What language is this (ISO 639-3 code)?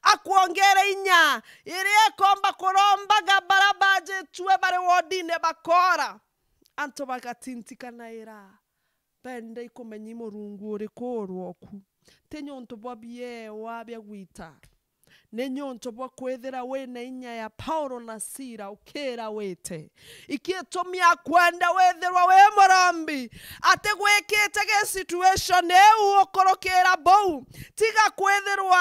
mer